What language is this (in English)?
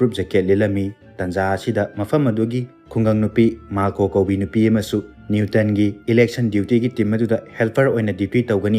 Manipuri